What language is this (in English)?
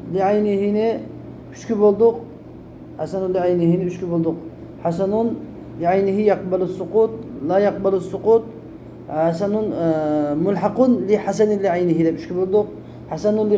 Uyghur